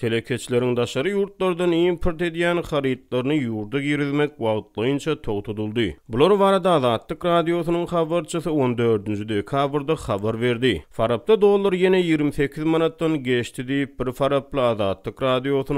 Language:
Turkmen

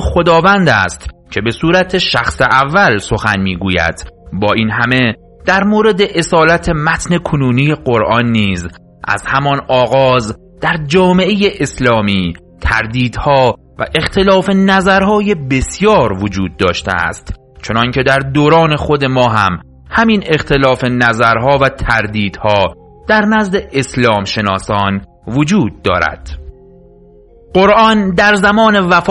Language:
Persian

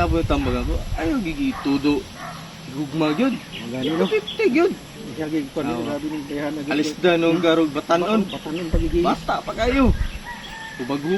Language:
Cebuano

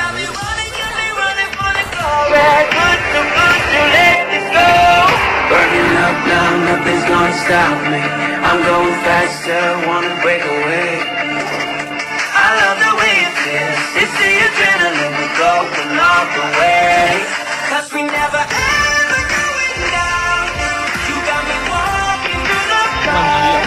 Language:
English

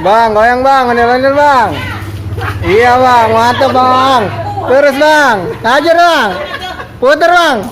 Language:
Betawi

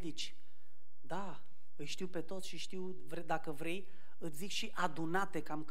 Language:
Romanian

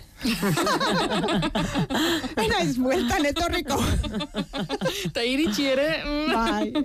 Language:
Basque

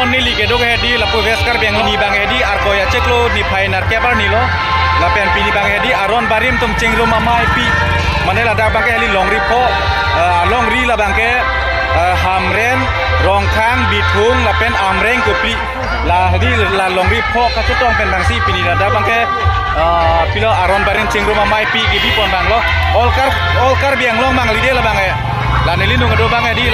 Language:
Karbi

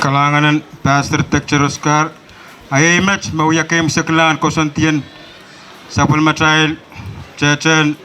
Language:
Pohnpeian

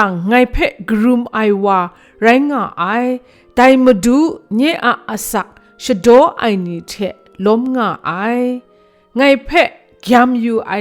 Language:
Kachin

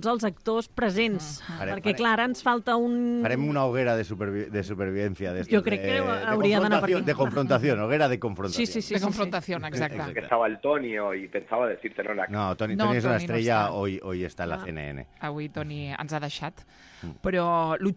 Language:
Catalan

